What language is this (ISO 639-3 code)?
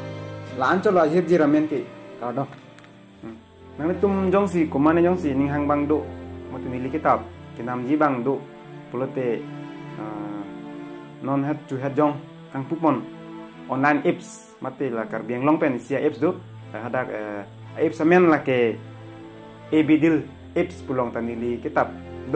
mjw